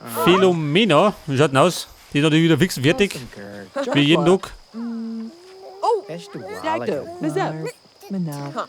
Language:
Bavarian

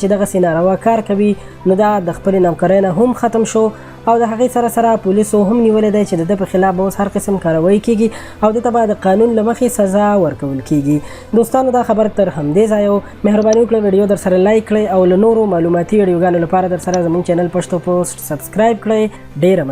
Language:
Pashto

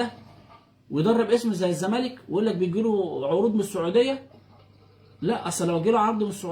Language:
Egyptian Arabic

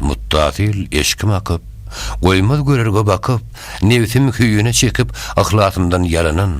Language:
Turkmen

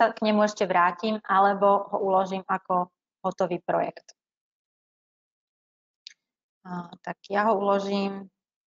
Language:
Slovak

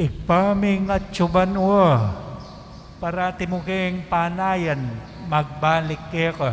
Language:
Pampanga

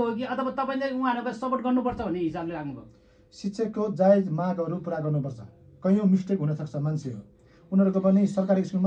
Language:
Nepali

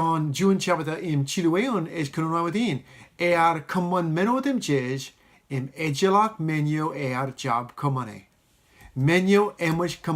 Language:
Marshallese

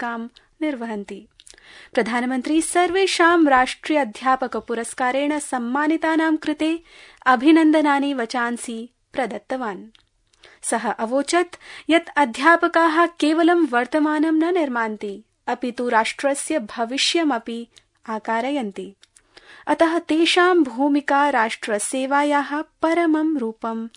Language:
Sanskrit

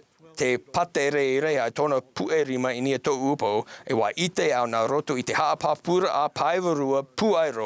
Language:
Tahitian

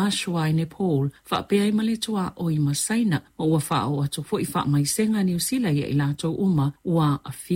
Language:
Samoan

